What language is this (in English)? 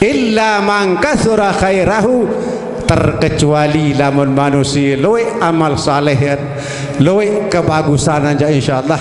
Sasak